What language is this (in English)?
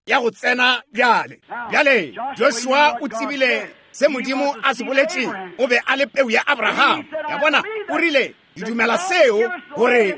Northern Sotho